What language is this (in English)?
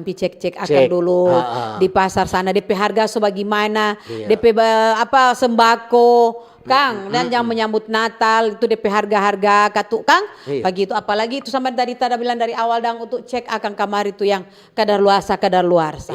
Manado Malay